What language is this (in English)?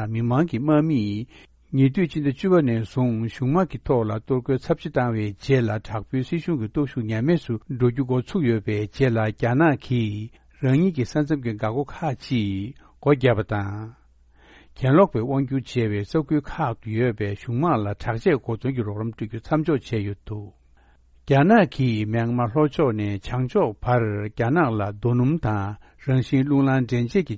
Tibetan